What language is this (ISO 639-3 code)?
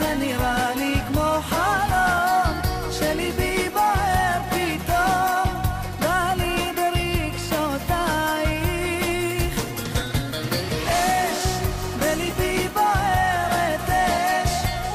heb